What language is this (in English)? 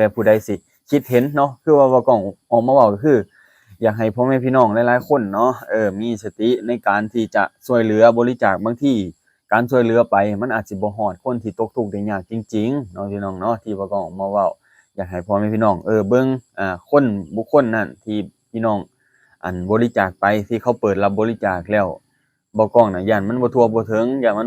Lao